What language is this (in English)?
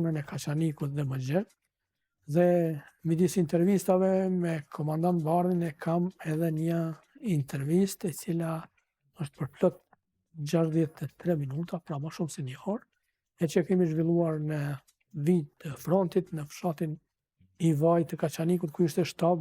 Albanian